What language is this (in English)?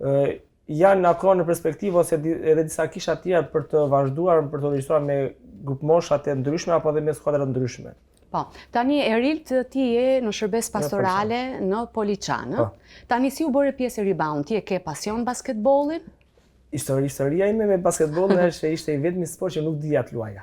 Albanian